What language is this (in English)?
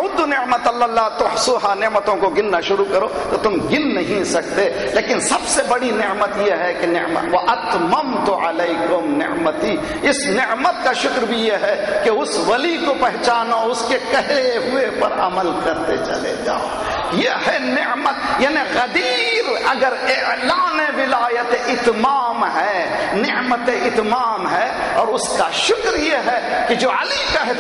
Urdu